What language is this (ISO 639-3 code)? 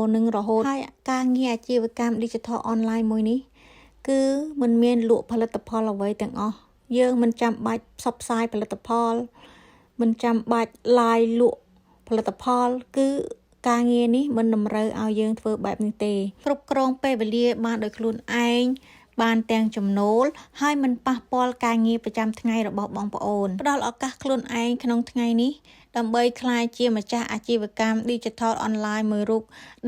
khm